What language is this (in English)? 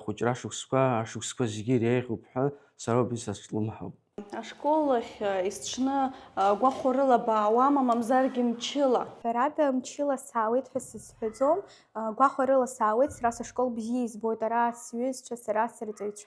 Abkhazian